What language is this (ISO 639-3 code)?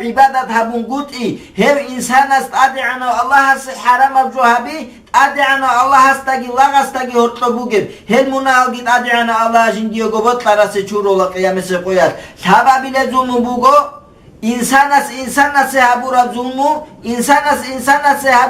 ava